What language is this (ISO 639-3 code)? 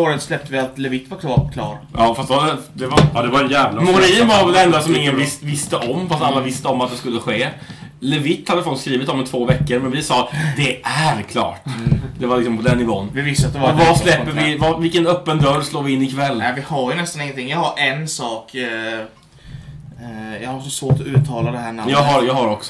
swe